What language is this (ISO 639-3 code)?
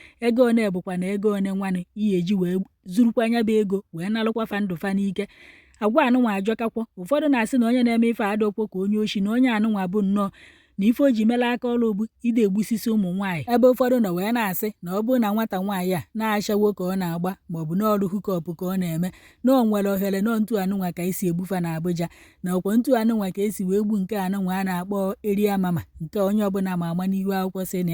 ibo